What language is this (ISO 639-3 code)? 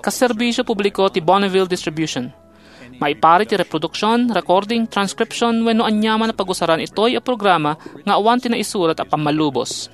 ilo